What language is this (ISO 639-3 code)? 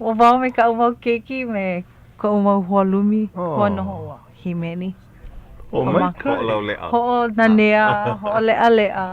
haw